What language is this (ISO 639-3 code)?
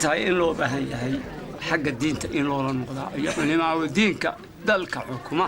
som